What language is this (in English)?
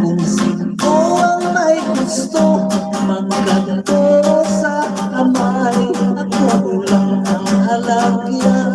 Hiligaynon